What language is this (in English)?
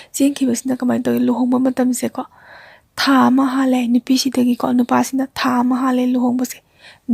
Manipuri